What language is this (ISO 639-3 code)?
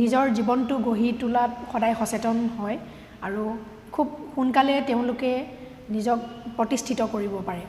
asm